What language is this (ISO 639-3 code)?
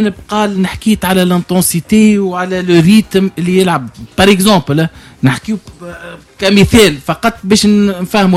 aeb